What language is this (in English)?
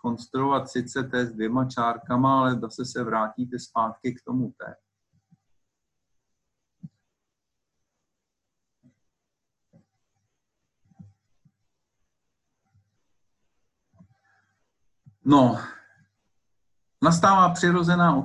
Czech